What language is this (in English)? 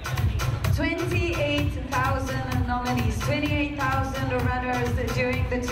Hungarian